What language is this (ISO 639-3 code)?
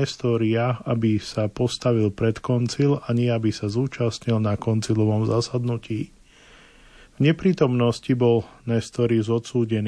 slk